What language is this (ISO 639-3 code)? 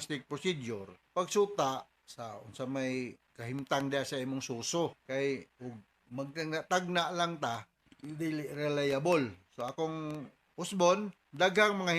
ceb